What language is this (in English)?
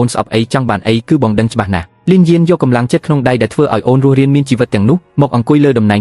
Khmer